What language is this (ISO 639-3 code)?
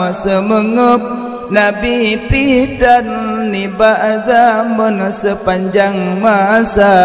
ace